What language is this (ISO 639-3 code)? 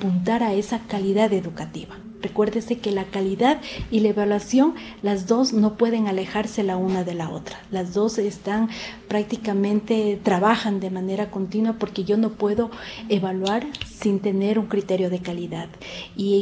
spa